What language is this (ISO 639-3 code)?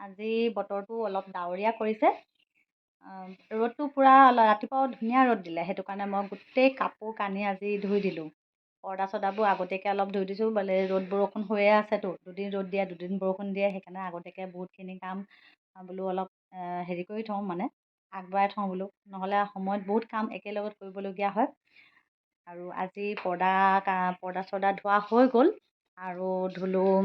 asm